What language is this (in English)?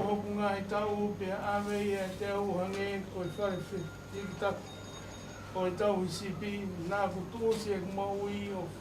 Tongan